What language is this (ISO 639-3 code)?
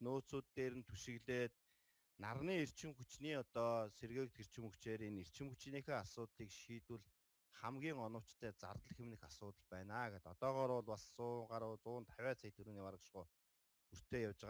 mon